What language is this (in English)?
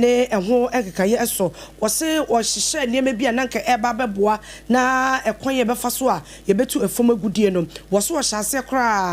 Akan